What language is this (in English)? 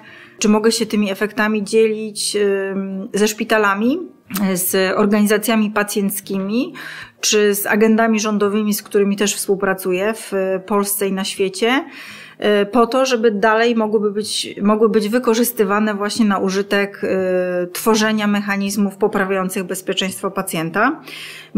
Polish